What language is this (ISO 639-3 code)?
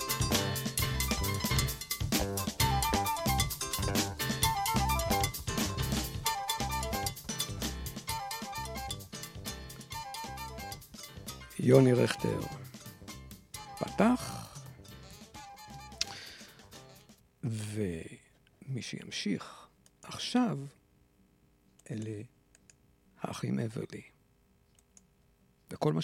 heb